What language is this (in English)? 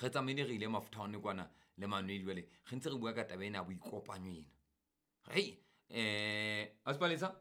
Southern Sotho